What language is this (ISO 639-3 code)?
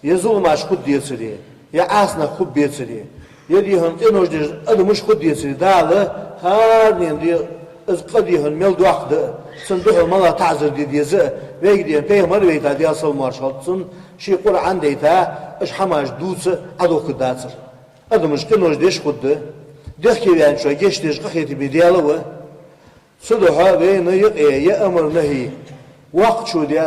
inh